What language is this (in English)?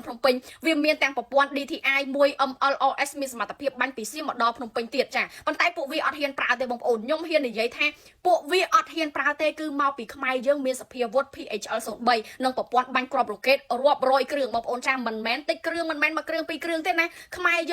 Khmer